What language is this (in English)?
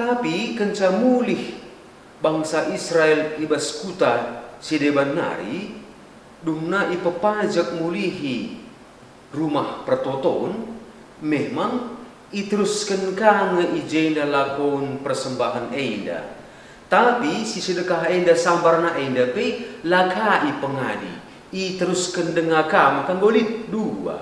Batak Karo